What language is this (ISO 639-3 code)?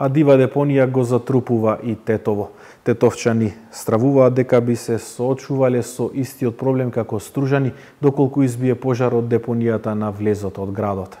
mkd